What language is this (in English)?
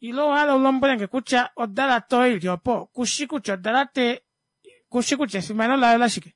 Kuanyama